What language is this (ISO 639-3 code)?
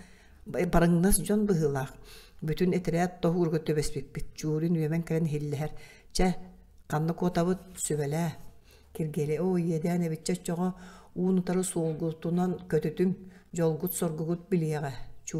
sah